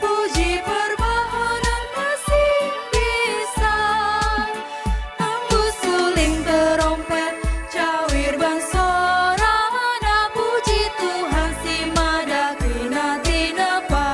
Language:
Batak Karo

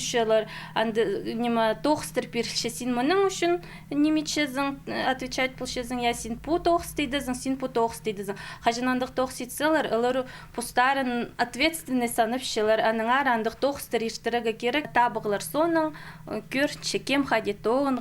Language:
Khakas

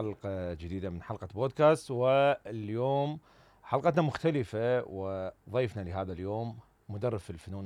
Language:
Mesopotamian Arabic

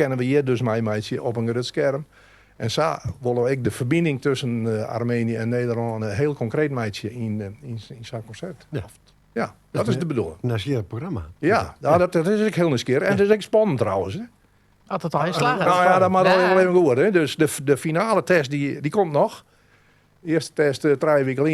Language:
Western Frisian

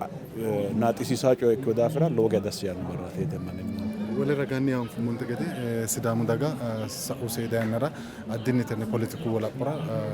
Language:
Sidamo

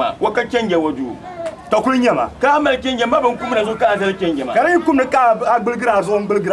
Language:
Dagbani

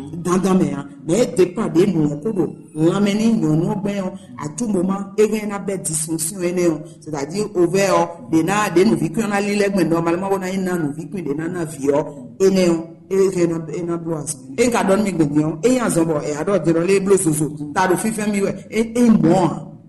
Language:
Fon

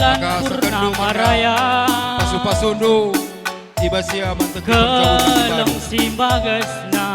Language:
Batak Karo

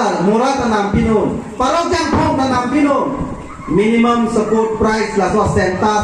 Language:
Karbi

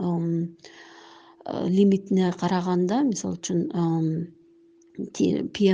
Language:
Kyrgyz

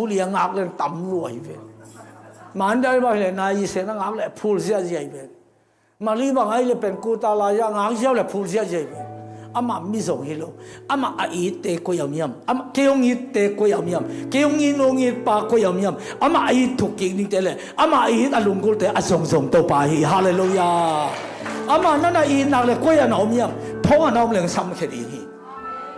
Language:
Tedim Chin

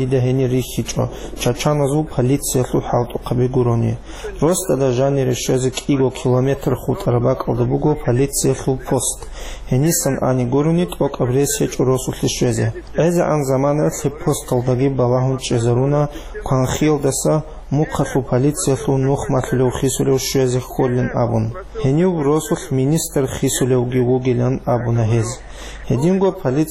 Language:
Avaric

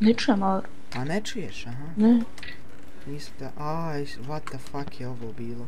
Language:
Bosnian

